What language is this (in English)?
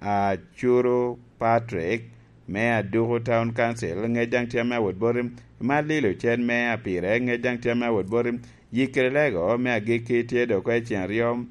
Lango (Uganda)